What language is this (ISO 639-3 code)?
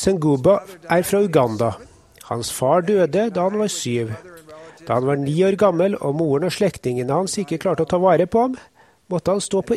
nor